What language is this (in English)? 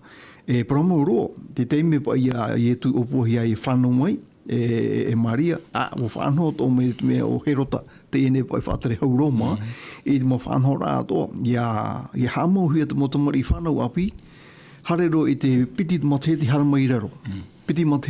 Tahitian